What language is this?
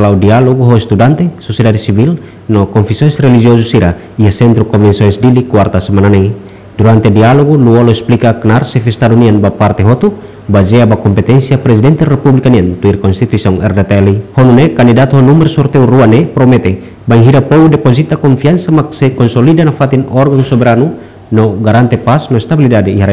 Tetum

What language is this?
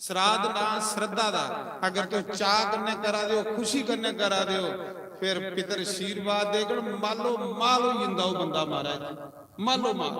Dogri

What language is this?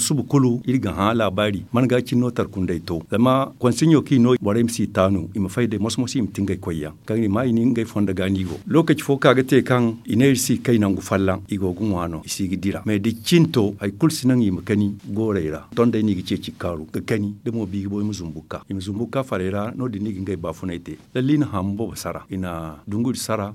Zarma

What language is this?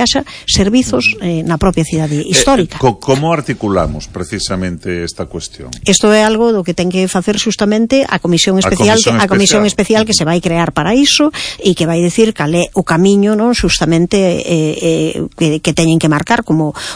Galician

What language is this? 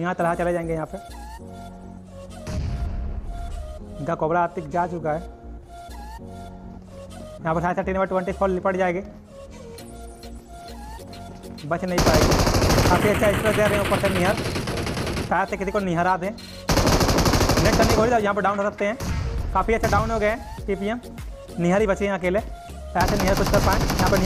Hindi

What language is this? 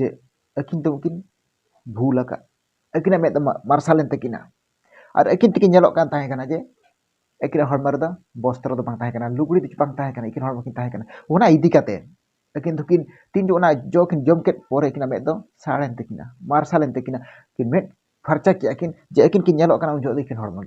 Santali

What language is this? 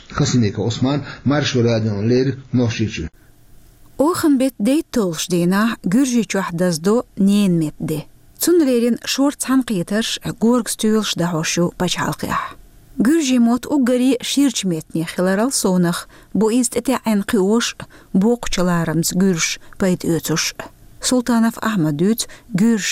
Chechen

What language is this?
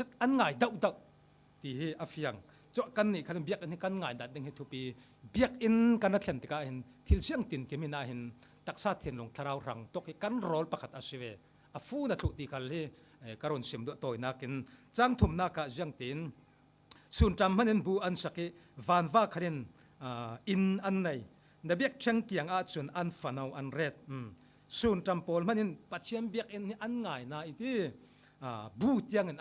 Falam Chin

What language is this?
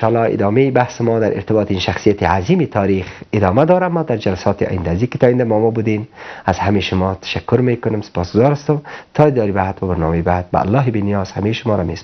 Persian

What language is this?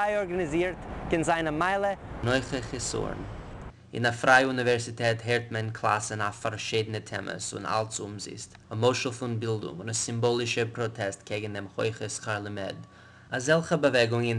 Yiddish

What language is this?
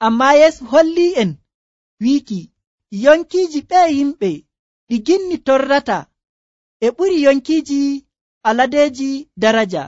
Nigerian Fulfulde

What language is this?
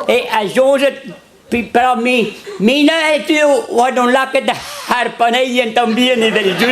Breton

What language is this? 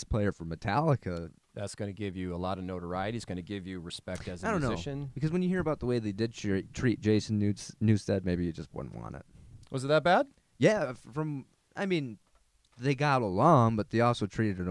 English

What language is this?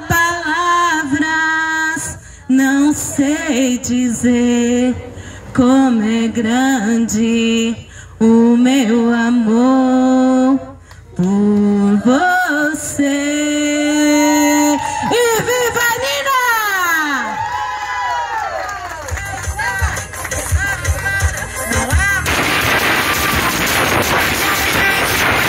Portuguese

